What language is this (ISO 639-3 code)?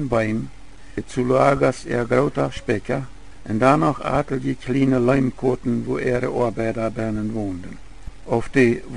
pdt